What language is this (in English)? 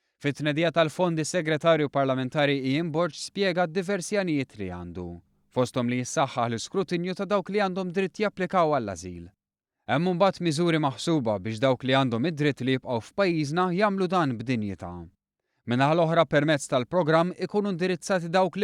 Maltese